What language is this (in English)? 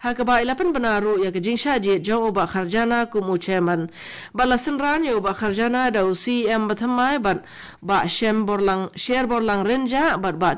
Khasi